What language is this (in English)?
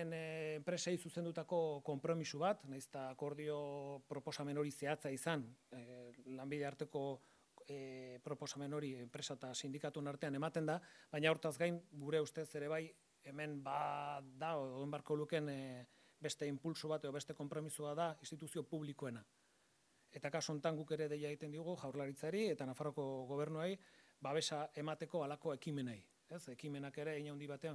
Basque